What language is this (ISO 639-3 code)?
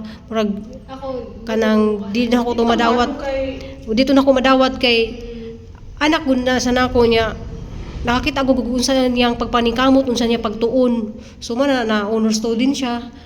ceb